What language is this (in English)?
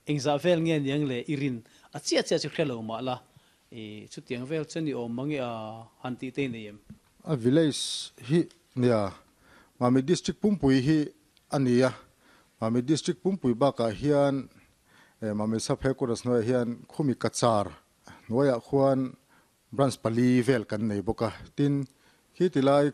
Mizo